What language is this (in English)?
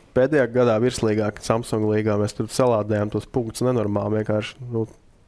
Latvian